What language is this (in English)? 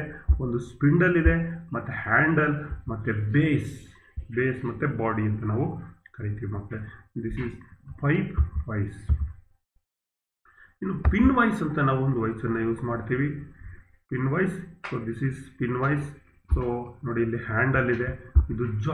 Kannada